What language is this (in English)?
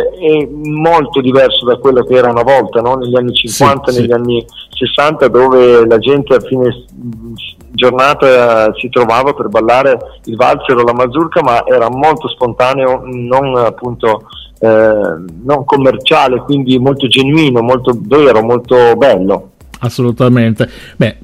Italian